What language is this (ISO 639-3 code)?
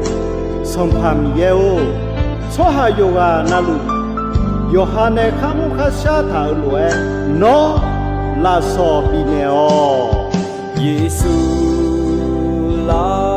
ahk